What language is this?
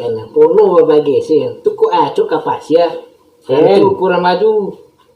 Minangkabau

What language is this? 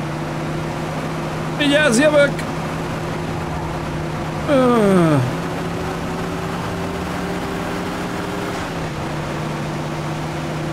Hungarian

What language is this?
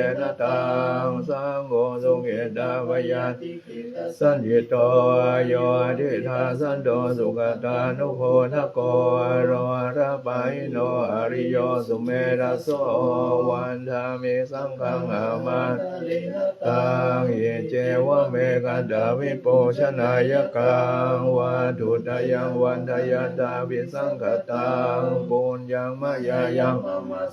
Pali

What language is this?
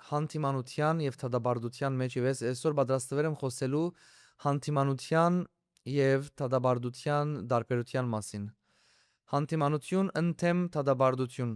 Western Armenian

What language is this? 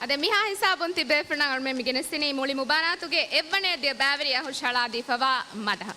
Divehi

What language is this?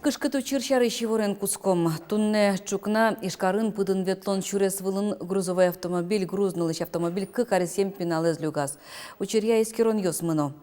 Udmurt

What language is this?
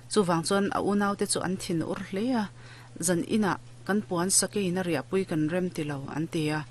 Mizo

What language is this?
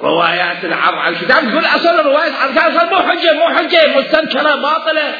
Mesopotamian Arabic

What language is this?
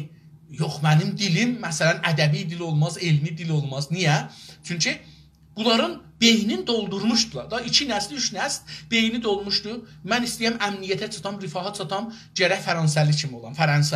South Azerbaijani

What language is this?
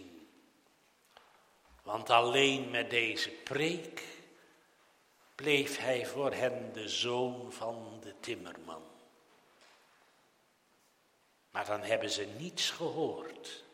Dutch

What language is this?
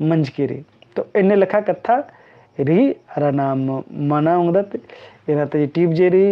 Kurukh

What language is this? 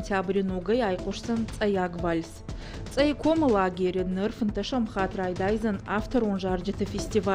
Ossetic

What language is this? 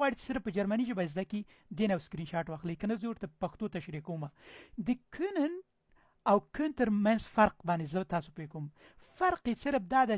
Pashto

